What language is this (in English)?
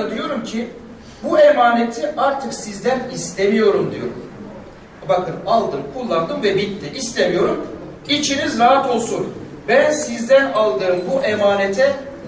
Turkish